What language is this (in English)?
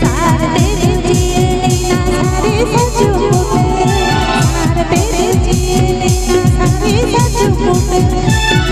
Santali